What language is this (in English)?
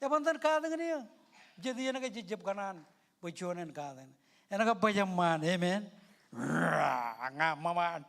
Marshallese